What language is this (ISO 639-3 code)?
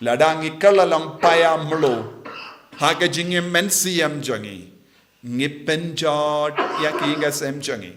kha